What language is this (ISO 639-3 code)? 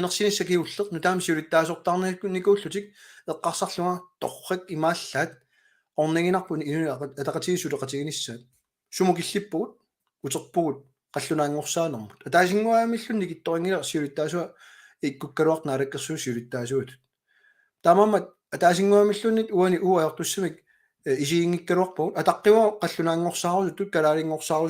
kal